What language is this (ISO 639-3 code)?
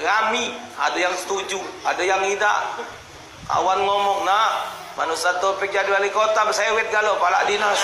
mui